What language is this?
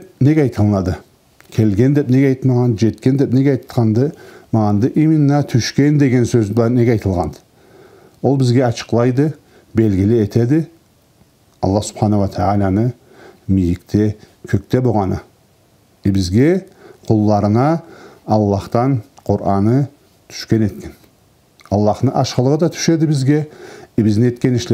Karachay-Balkar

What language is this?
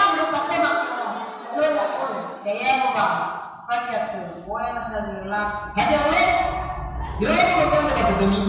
Nias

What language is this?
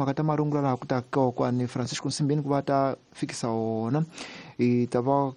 Tsonga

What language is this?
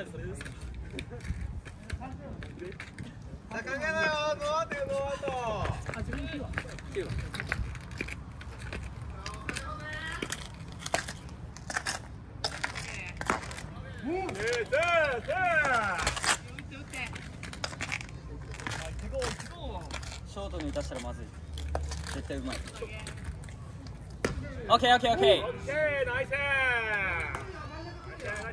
Japanese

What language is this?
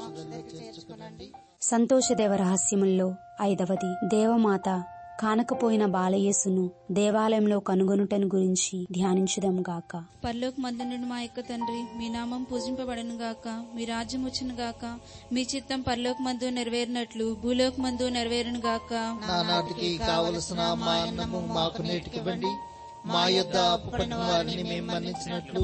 Telugu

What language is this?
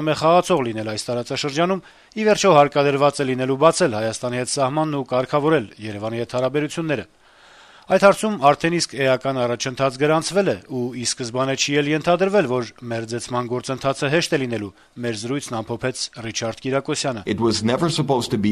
Armenian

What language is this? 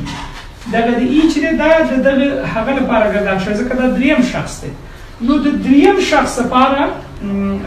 Pashto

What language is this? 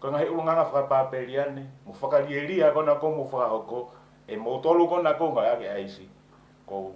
Tongan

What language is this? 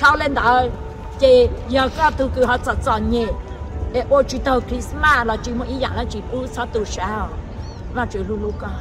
Hmong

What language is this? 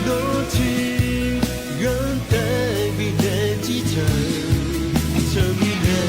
Akha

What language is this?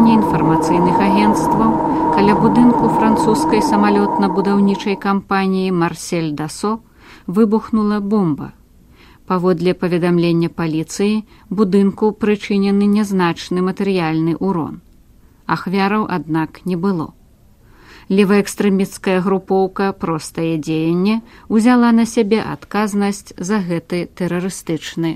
Belarusian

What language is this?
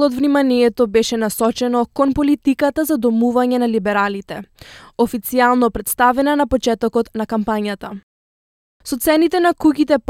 Macedonian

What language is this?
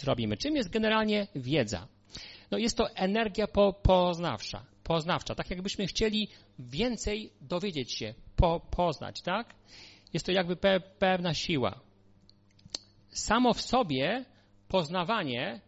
Polish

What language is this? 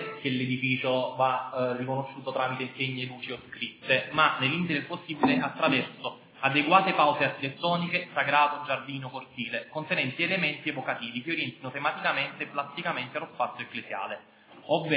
Italian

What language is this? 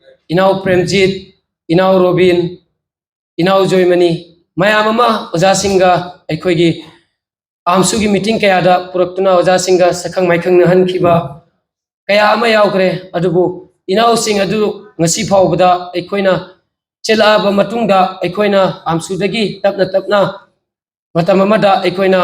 Manipuri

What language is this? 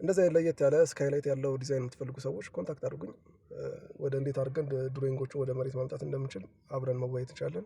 Amharic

